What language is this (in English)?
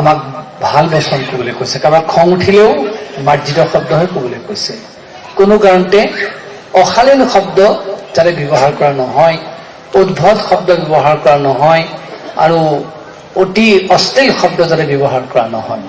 Assamese